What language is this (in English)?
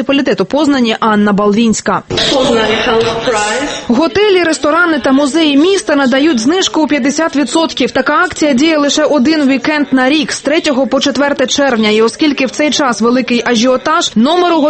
Ukrainian